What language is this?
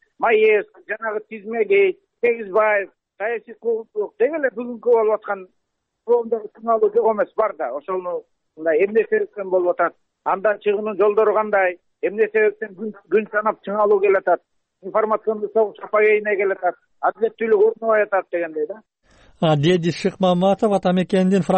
Kyrgyz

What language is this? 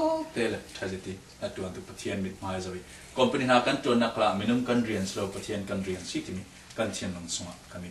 Falam Chin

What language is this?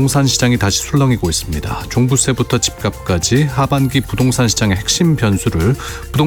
Korean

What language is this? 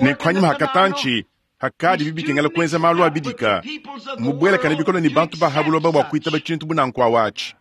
Luba-Lulua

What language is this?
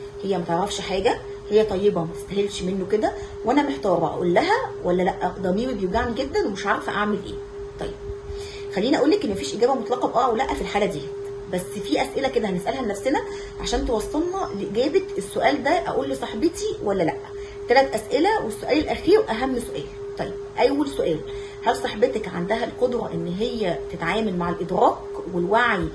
Egyptian Arabic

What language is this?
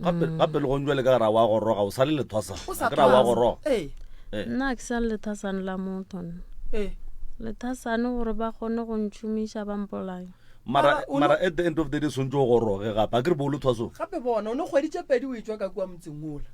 Northern Sotho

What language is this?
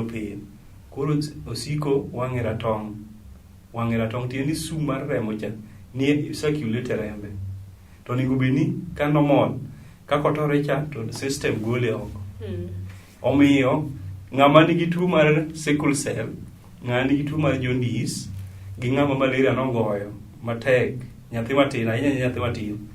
Luo (Kenya and Tanzania)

